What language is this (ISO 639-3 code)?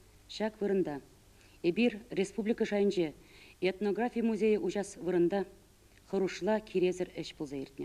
chv